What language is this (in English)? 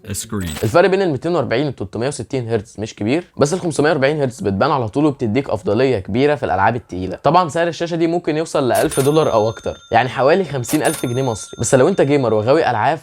Egyptian Arabic